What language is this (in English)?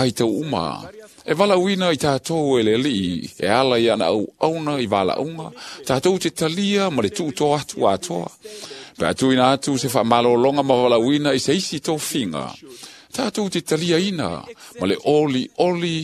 Samoan